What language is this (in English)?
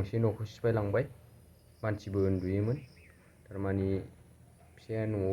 Bodo